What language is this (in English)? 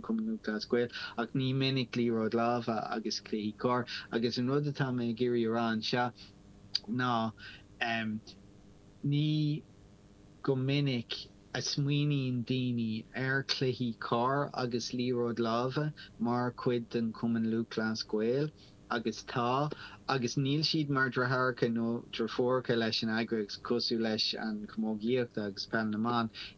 Irish